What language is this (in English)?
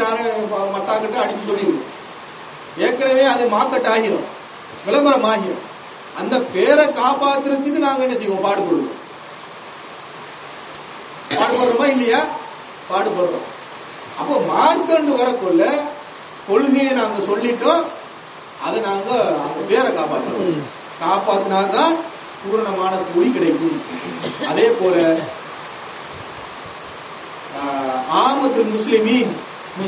Tamil